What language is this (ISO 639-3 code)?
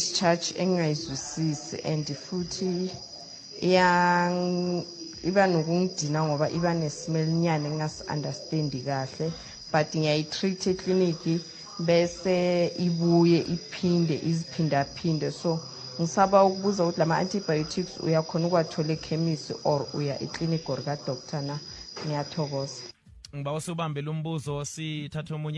nbl